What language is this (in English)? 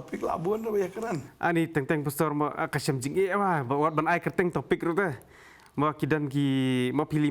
Khasi